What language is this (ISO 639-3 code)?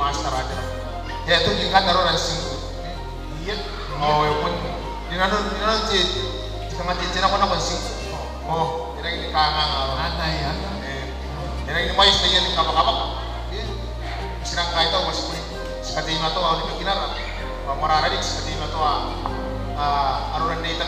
gil